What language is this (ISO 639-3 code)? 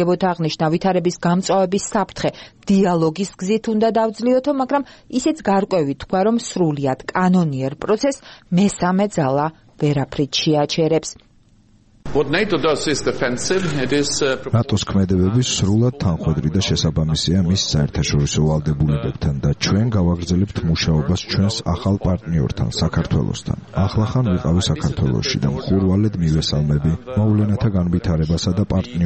kat